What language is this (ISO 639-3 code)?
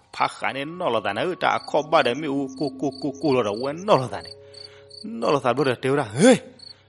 ksw